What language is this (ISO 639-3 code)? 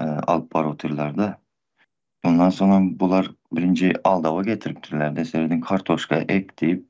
tuk